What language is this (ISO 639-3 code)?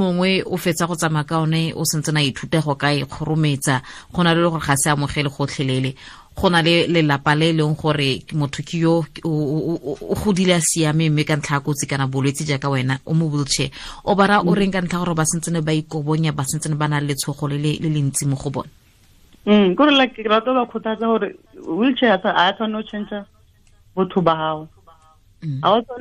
tsn